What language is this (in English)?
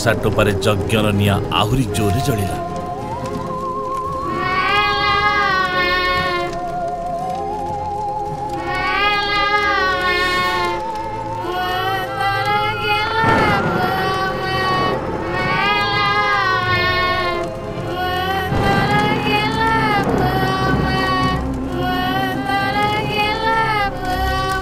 Odia